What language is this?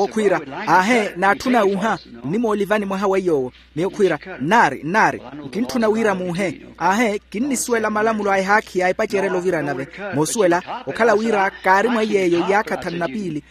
Makhuwa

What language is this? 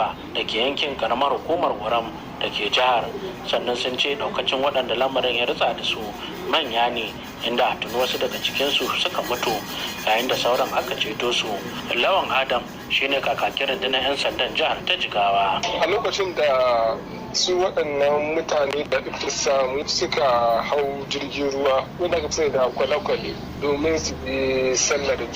Hausa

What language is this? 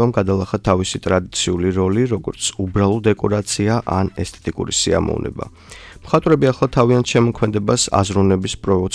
Georgian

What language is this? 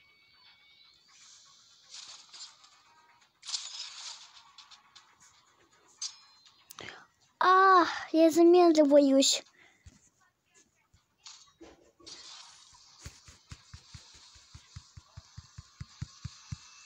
Russian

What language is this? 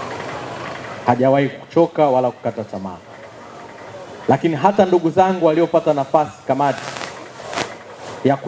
Swahili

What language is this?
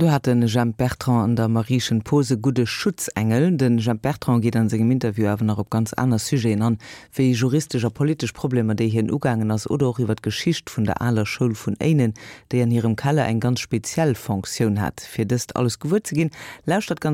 Luxembourgish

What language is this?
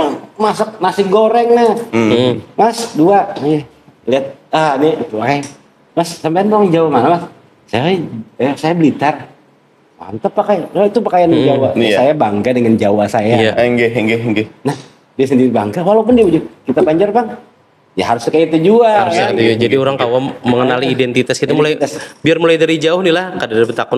Banjar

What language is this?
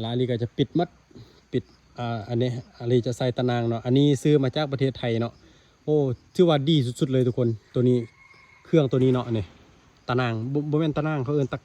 Lao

